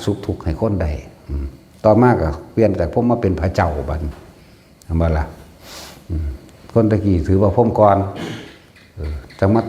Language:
Northeastern Thai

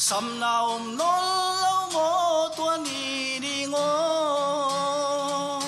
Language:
Tedim Chin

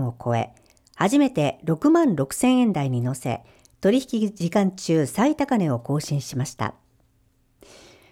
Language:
Japanese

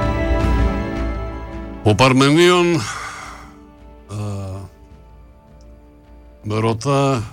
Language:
Greek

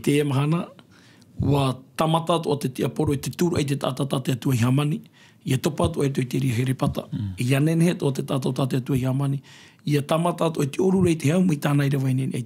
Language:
Tahitian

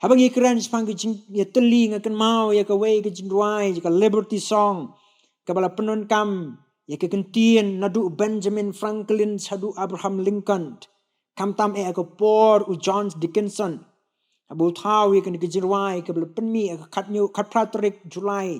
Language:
Khasi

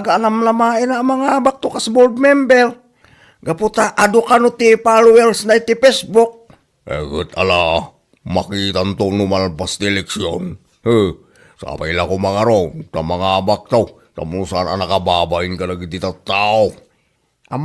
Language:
Iloko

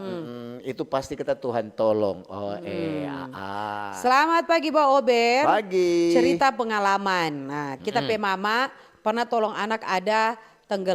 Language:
Manado Malay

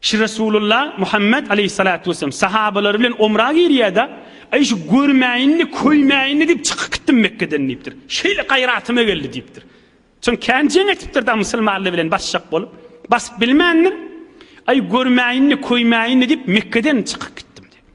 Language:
Turkmen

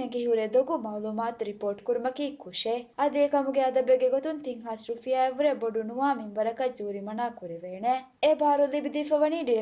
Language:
Divehi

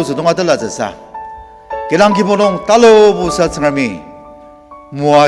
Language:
Ao Naga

